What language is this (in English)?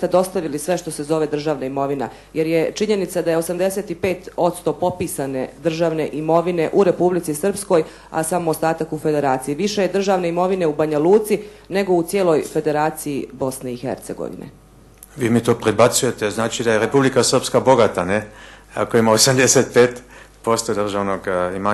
Bosnian